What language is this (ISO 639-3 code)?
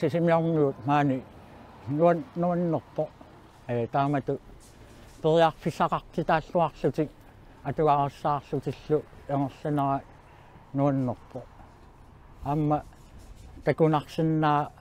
kal